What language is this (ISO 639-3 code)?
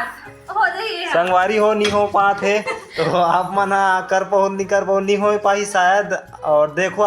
hne